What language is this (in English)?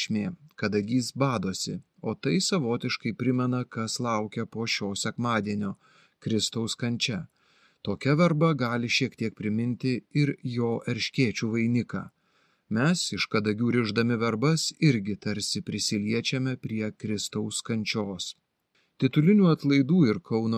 Lithuanian